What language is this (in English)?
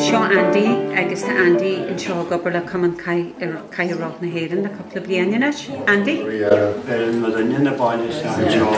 Irish